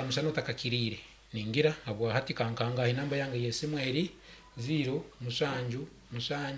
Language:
Nyankole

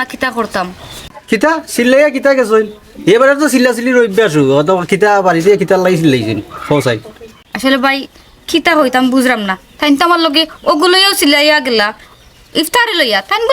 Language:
Sylheti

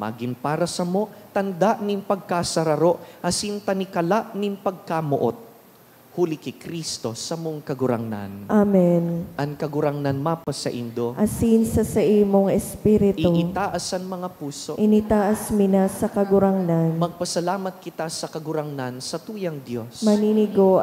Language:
Bikol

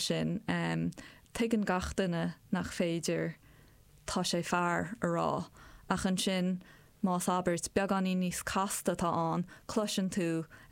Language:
Irish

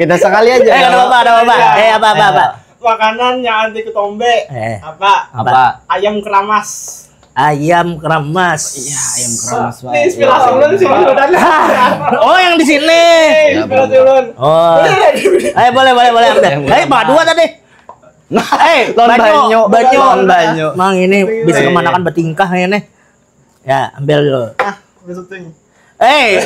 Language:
Banjar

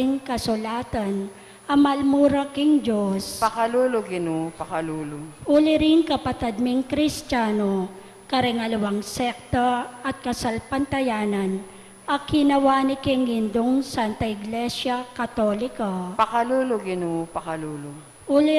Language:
Pampanga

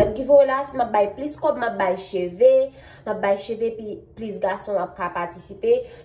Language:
Haitian Creole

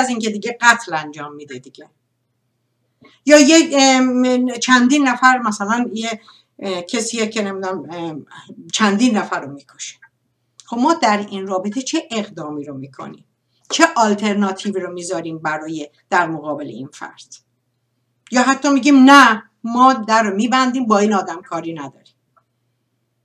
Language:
Persian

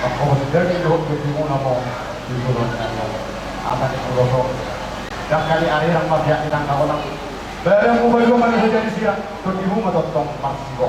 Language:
Batak Toba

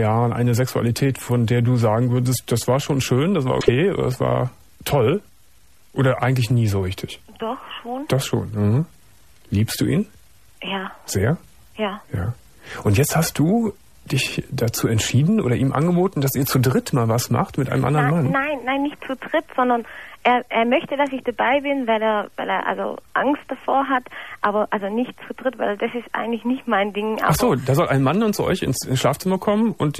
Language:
German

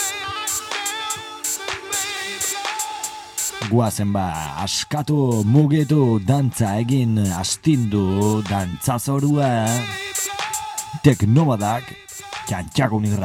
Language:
Basque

